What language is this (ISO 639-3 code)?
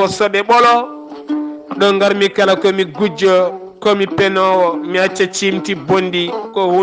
ful